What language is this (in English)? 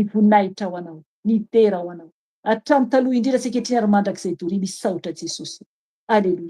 Malagasy